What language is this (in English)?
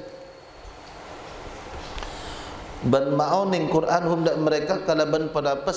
Madurese